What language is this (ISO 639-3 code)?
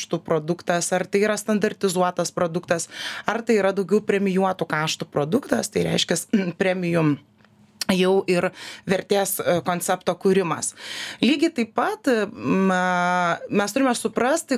lit